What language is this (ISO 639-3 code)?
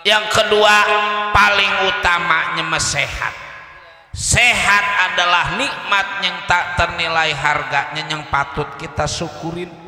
bew